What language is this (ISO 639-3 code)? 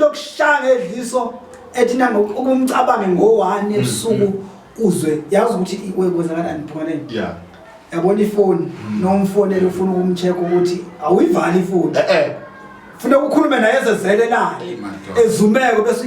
zul